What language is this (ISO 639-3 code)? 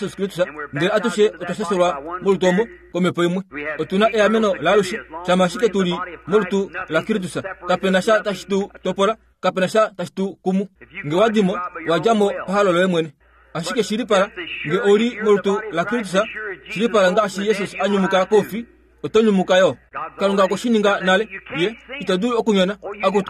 kua